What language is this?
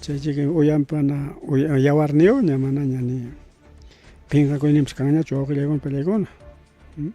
Ayacucho Quechua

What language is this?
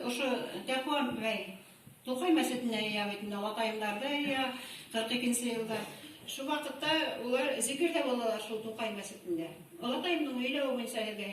Bashkir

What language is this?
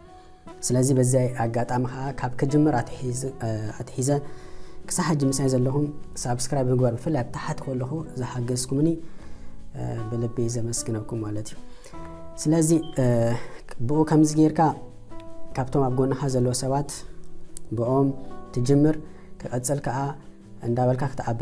Tigrinya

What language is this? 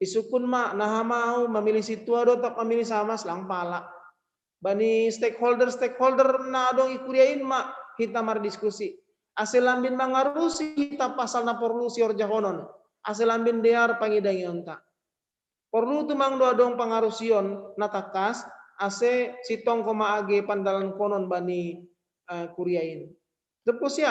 Batak Simalungun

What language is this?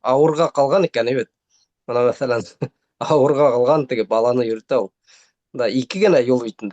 Bashkir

